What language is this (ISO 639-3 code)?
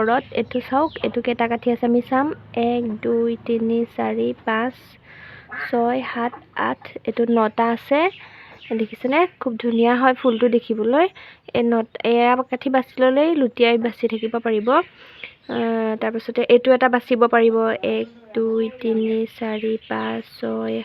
asm